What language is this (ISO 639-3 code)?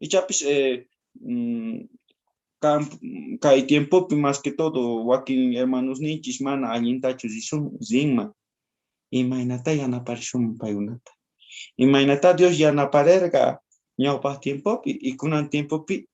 quh